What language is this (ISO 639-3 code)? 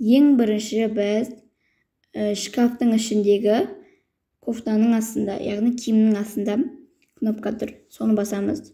kaz